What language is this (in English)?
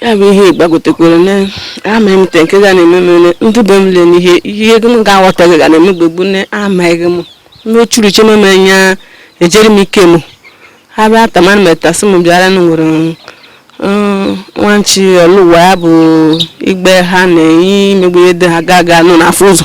Igbo